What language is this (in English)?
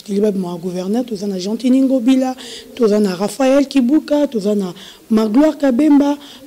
Lingala